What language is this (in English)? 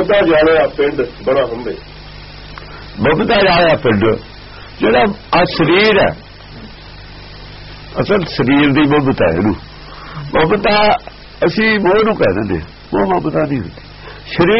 Punjabi